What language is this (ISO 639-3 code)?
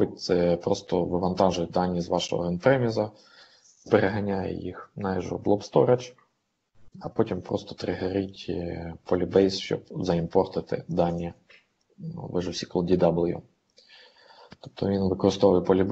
ukr